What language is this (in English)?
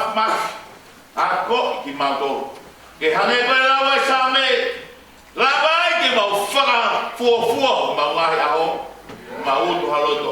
Tongan